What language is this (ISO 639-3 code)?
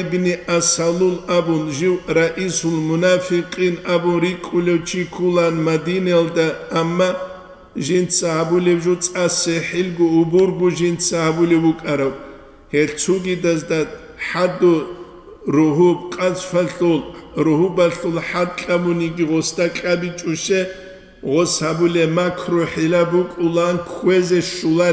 ava